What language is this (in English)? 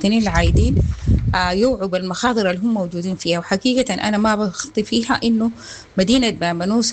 Sudanese Arabic